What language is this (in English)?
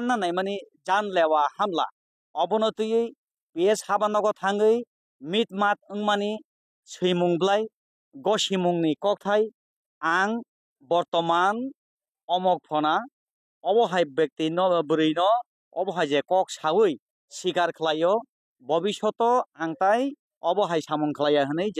Kok Borok